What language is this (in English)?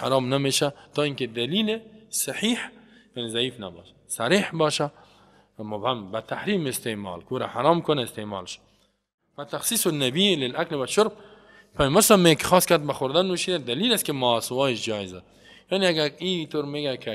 Persian